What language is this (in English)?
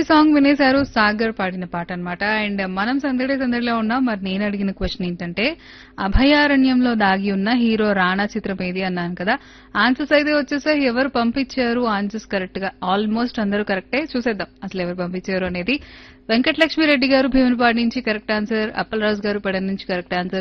Telugu